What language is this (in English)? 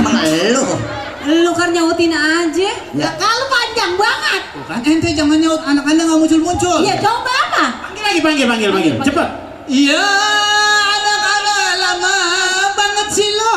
Betawi